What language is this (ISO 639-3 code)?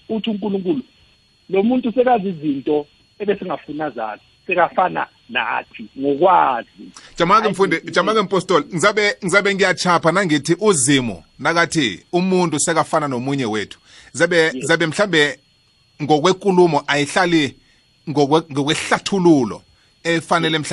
nbl